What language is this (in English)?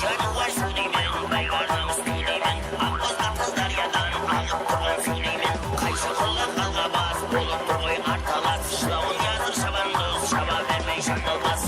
Kara-Kalpak